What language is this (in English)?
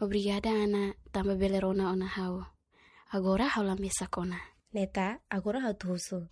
Tetum